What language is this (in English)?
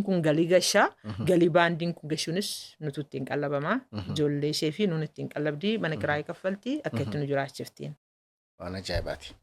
Oromo